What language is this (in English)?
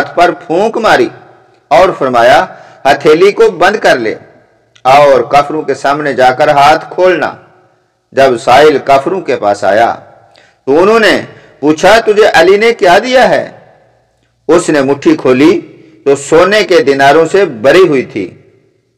Urdu